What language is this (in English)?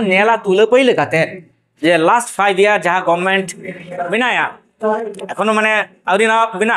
Santali